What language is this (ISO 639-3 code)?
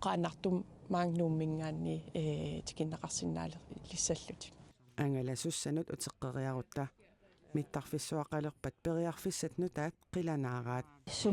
kal